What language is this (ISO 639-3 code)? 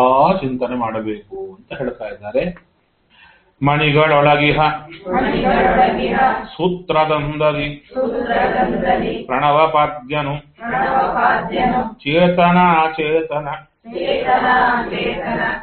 kan